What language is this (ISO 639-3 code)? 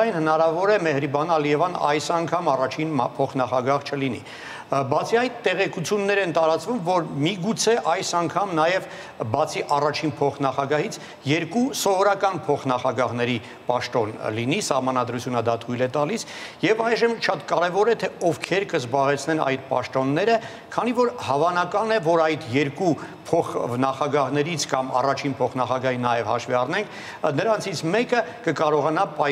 hye